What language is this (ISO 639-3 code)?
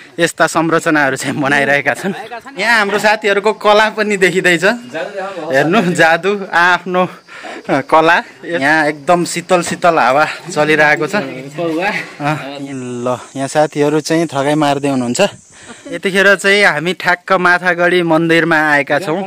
nep